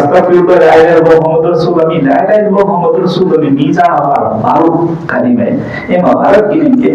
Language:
Divehi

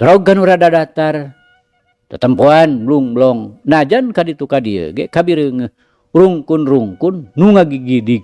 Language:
Sundanese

